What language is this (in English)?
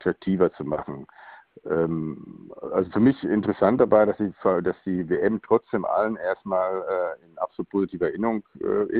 German